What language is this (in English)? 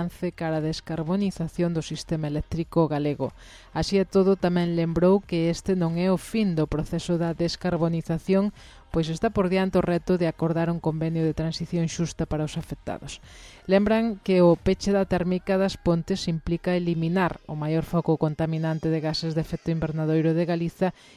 Galician